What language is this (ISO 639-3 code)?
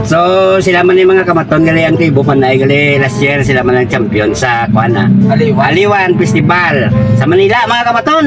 hil